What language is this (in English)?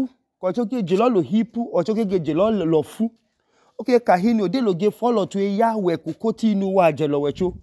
Idoma